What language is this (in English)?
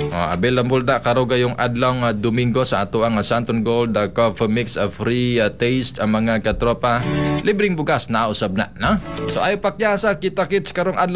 Cebuano